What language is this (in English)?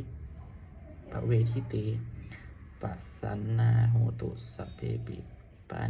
Pali